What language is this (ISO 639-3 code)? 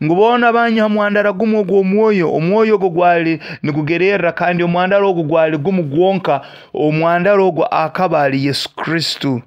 nyo